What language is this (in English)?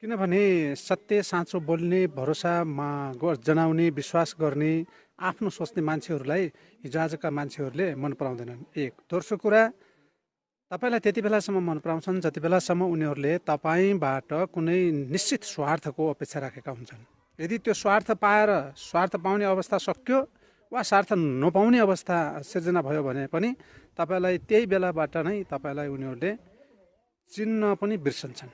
Nepali